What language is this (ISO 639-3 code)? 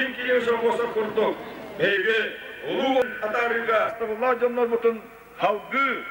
sah